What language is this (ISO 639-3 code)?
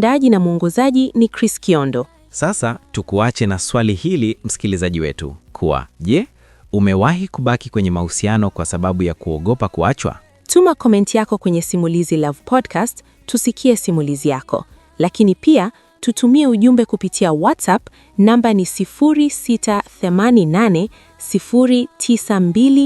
swa